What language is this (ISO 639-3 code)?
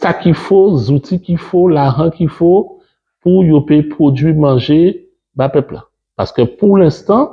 gcf